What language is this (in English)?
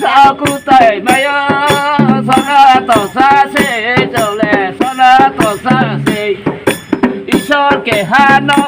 Riang (India)